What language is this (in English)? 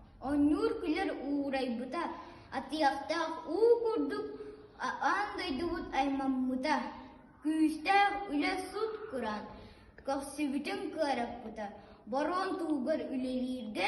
Yakut